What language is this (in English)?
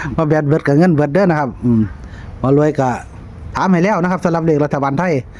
Northeastern Thai